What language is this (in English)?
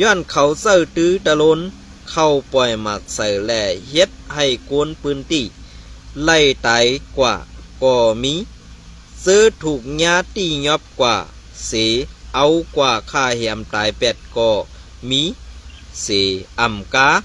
Shan